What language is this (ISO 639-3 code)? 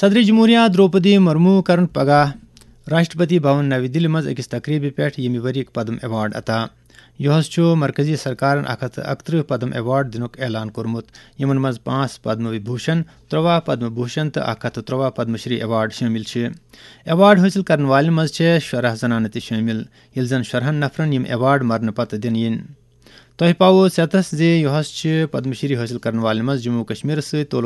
kas